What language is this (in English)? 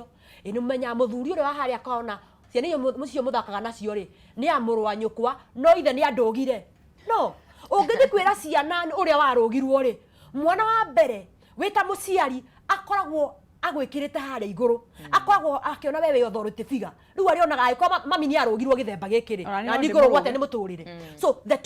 Kikuyu